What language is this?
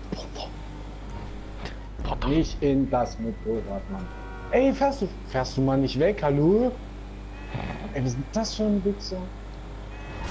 German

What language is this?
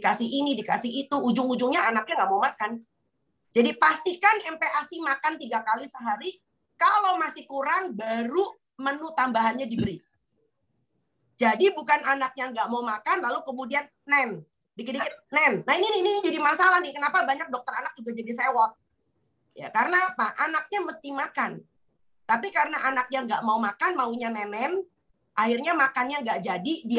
Indonesian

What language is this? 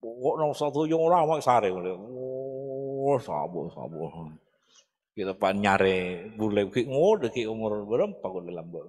Madurese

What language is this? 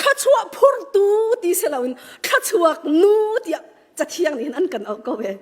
Hakha Chin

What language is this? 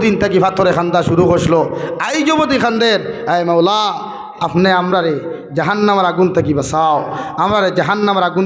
Sylheti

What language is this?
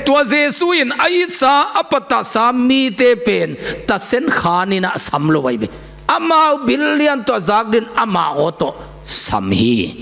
Tedim Chin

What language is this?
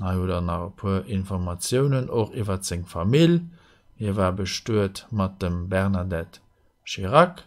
Luxembourgish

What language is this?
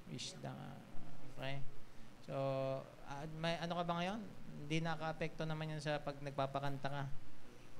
Filipino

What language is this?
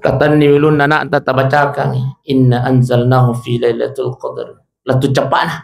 Buginese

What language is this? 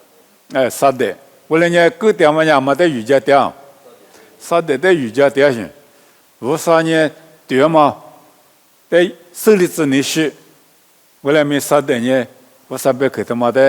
Lisu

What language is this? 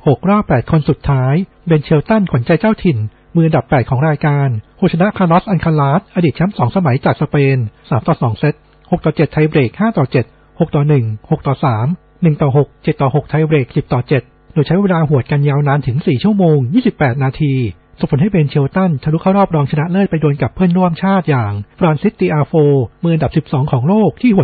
Thai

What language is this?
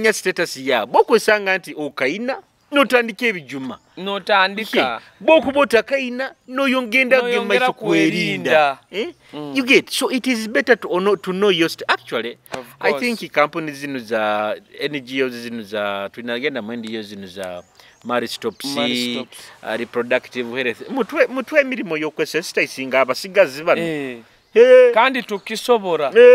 Nyoro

